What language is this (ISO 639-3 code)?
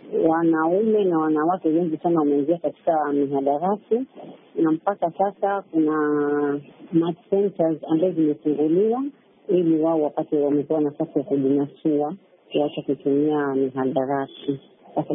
swa